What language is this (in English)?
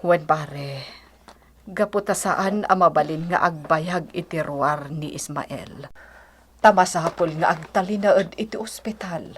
Iloko